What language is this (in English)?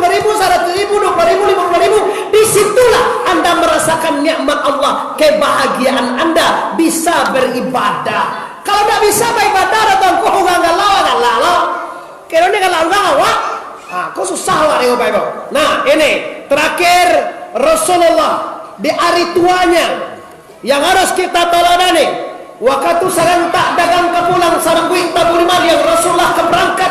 Minangkabau